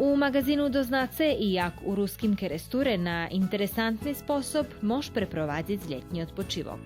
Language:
Rusyn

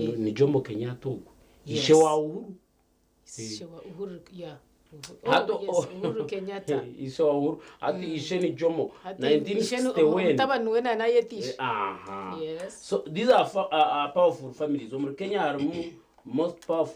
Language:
Nyankole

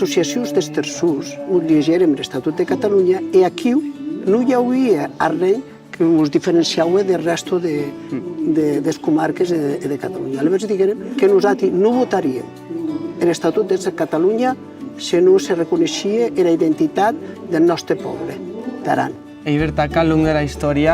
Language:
Occitan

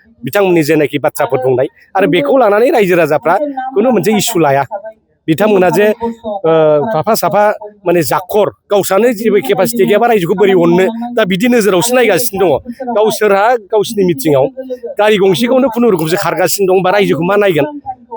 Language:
Bodo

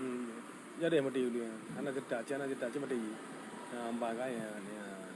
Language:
Achinese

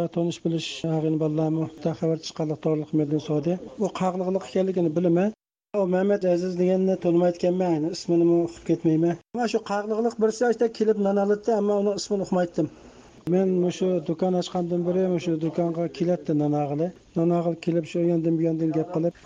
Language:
Uyghur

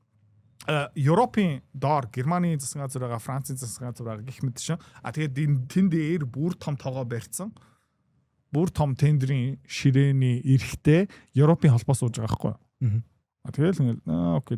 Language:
Mongolian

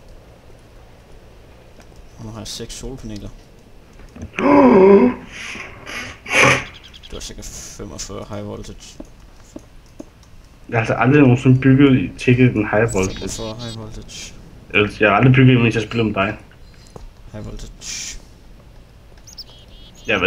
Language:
Danish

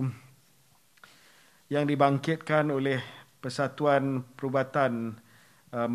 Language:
Malay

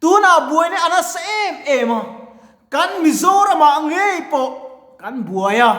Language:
Mizo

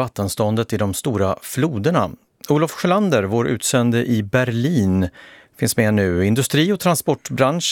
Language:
Swedish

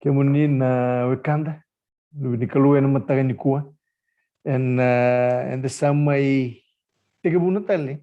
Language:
Fijian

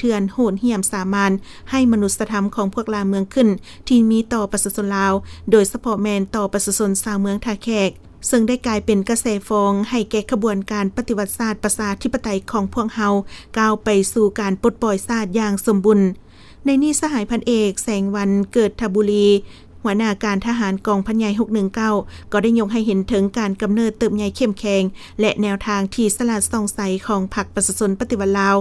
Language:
Lao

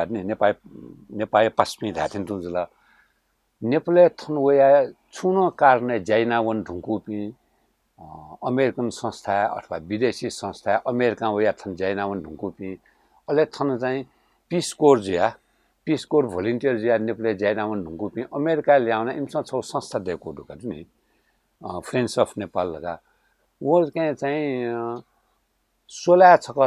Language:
Newari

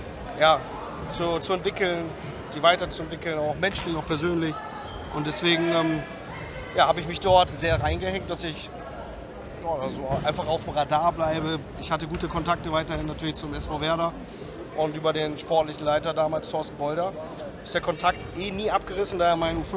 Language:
German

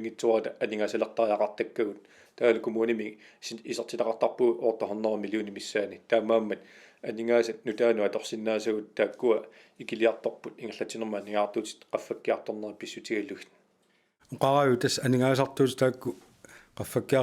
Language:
Kalaallisut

